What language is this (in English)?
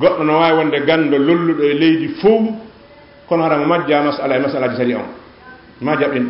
Fula